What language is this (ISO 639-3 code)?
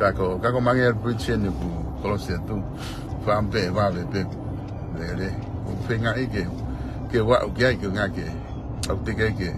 ton